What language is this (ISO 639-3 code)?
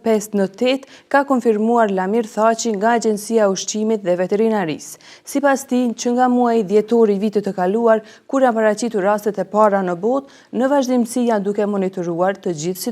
sqi